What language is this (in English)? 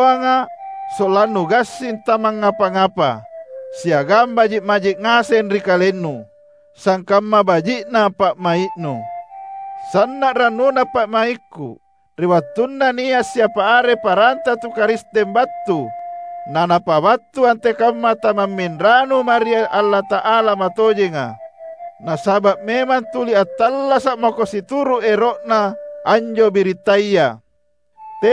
Makasar